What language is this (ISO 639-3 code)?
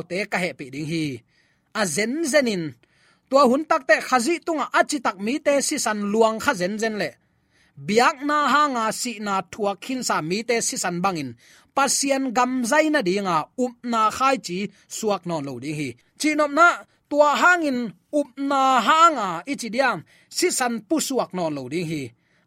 ctd